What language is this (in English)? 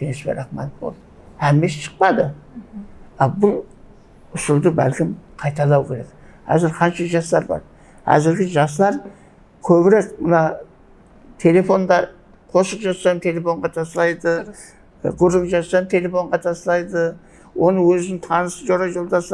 Kara-Kalpak